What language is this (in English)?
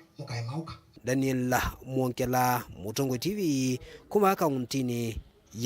Kamba